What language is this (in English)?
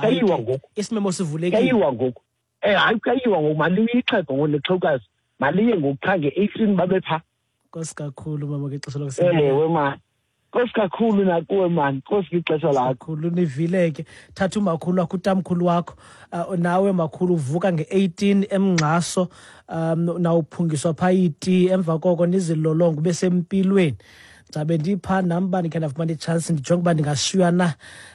Xhosa